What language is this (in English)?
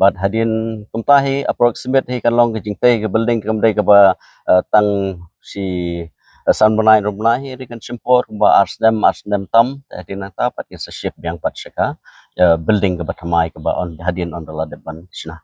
Khasi